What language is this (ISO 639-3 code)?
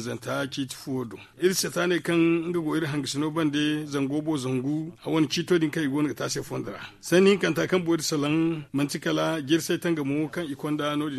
dje